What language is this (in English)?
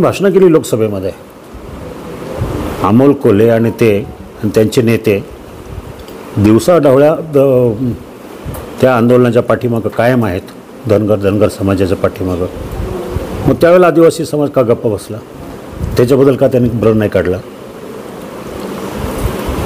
Marathi